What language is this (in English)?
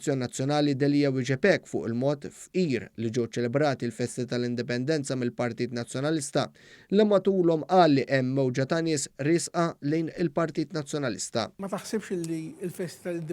Maltese